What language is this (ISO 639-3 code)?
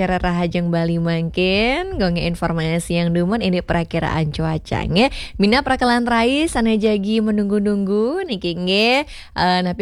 ban